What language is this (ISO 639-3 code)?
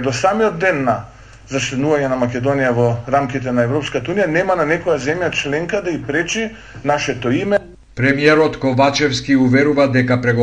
mkd